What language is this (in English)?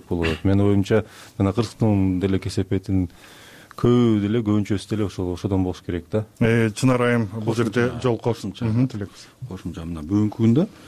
Kyrgyz